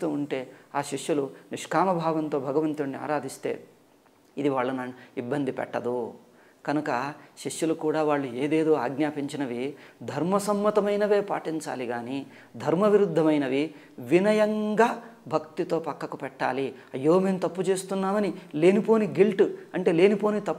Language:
Telugu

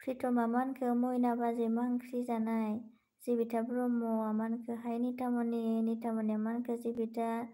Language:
Bodo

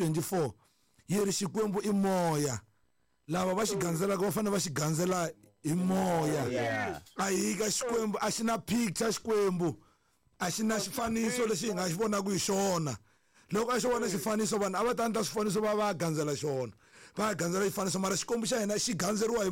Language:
Tsonga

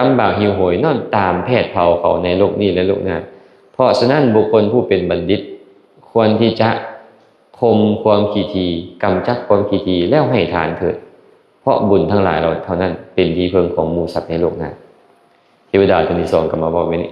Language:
Lao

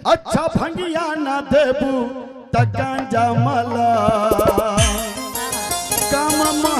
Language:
Bhojpuri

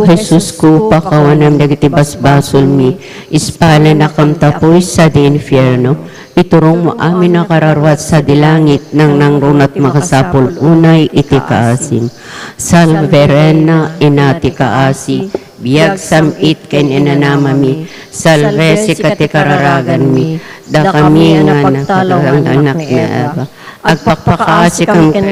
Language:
Iloko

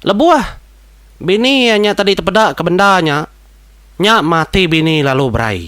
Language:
Iban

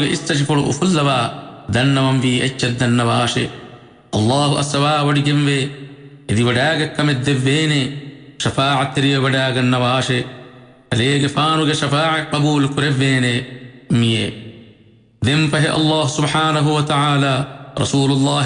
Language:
Divehi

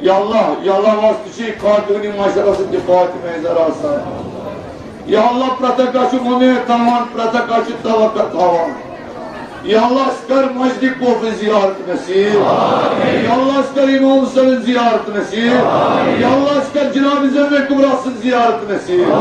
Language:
Kashmiri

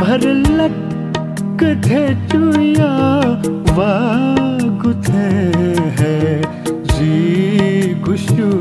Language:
Newari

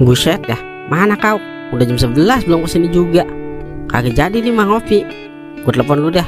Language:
Betawi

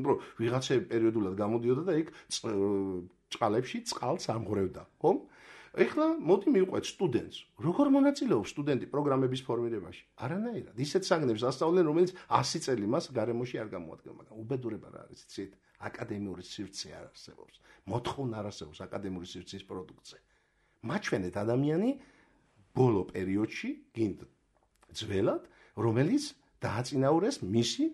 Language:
Georgian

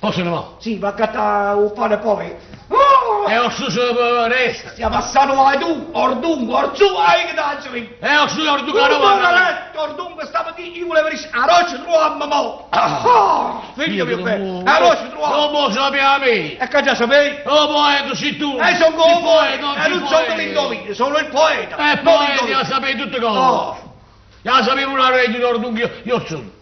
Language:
Neapolitan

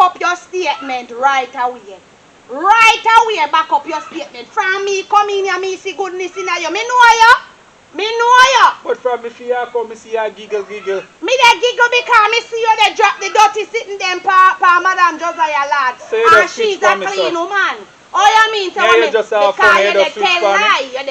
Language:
Jamaican Creole English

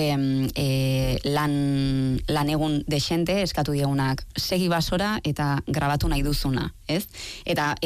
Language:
Basque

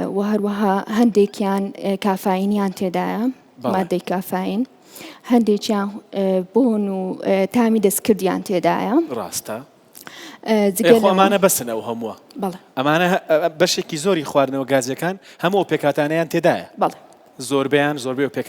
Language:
Central Kurdish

